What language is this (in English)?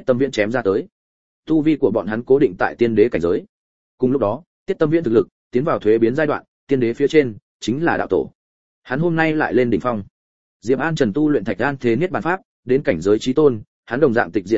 Vietnamese